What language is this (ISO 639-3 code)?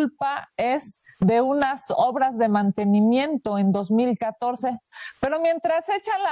spa